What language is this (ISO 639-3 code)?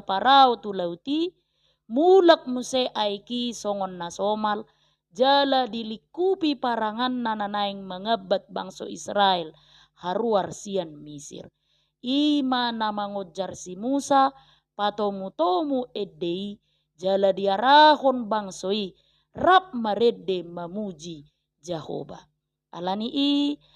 bbc